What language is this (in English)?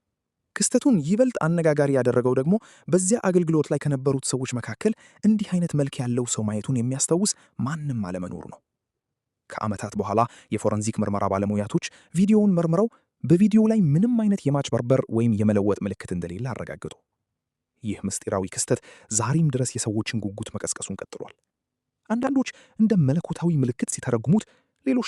Amharic